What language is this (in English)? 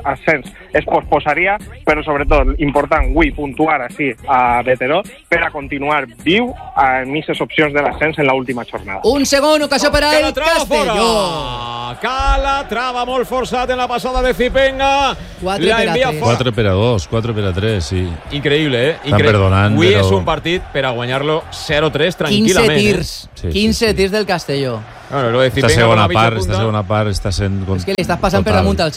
Catalan